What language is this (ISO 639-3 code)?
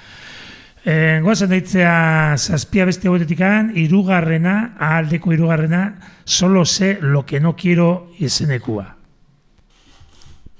eus